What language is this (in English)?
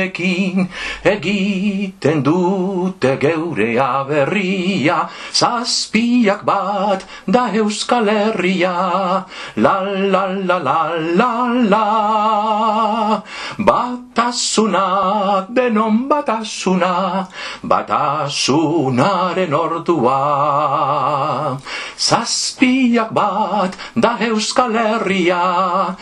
Basque